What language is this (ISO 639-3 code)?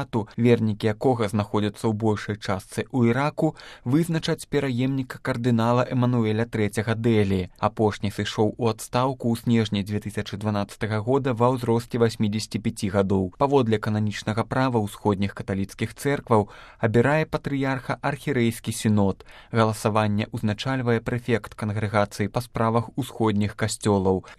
bel